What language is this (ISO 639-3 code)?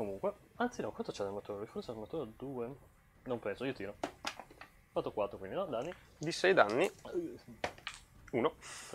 ita